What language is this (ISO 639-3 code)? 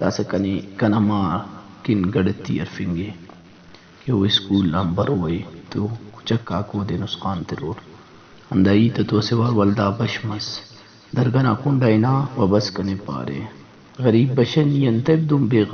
brh